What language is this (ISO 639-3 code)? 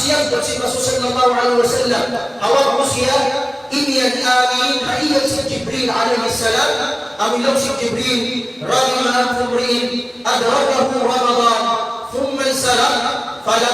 tsg